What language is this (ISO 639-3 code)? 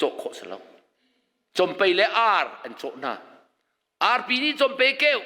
cnh